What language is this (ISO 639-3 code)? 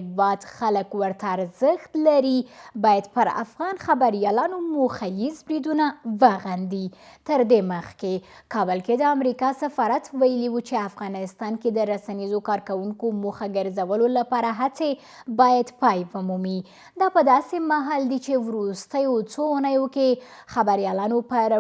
pus